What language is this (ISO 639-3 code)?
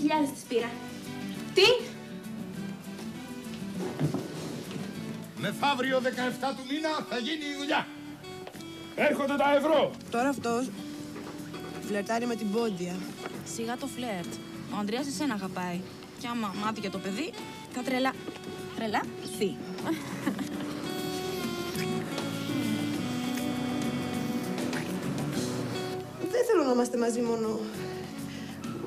ell